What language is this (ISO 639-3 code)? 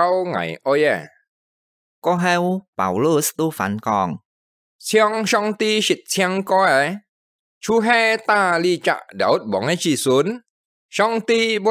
hak